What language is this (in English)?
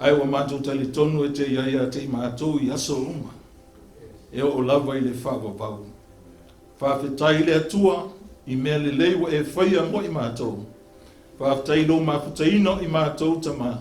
Samoan